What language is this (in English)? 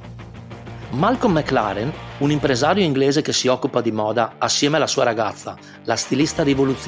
Italian